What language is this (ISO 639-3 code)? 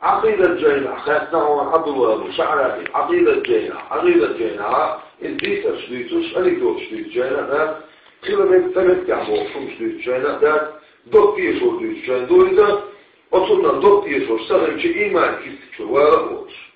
che